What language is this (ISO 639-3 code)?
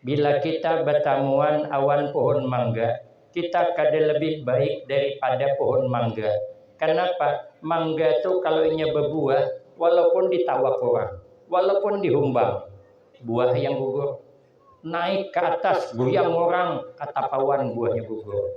bjn